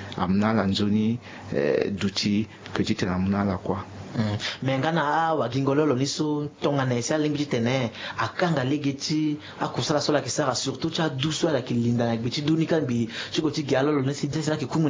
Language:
Sango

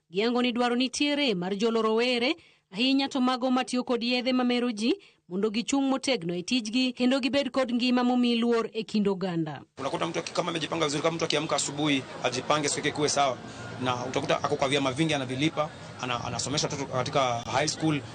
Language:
Luo (Kenya and Tanzania)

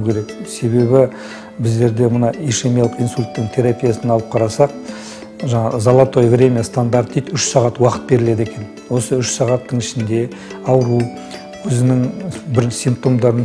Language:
Kazakh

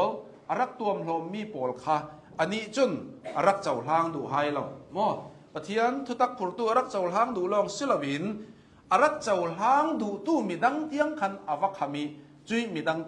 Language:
Hakha Chin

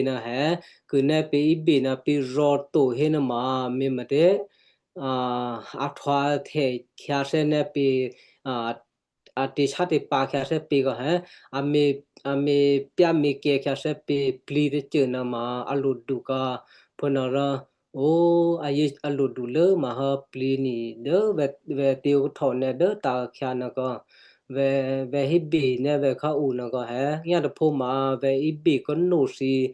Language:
Western Kayah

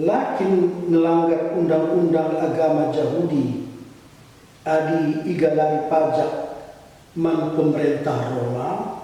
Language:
Batak Karo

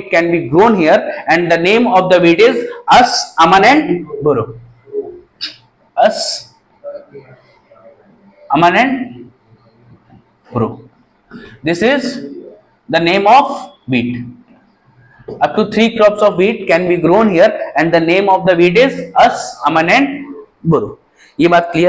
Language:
Hindi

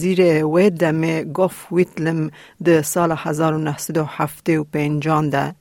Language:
Kurdish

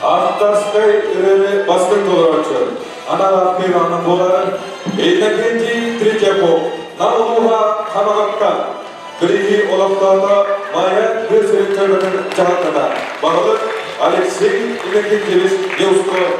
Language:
Yakut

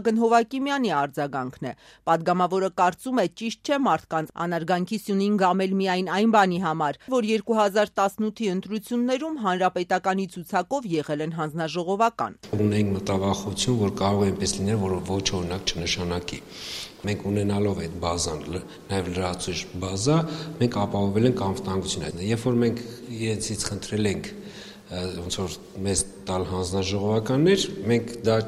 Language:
Armenian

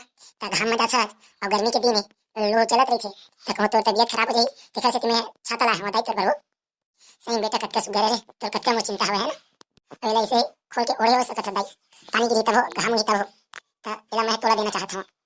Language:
Chhattisgarhi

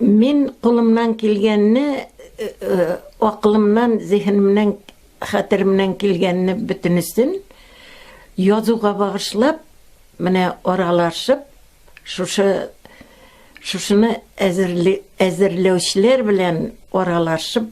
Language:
Tatar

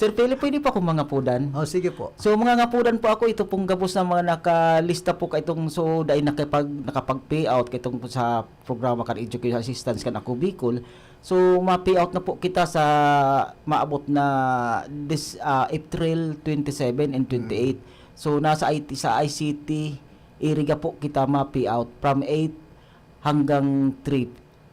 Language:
Bikol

